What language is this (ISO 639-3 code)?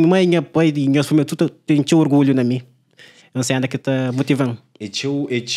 kea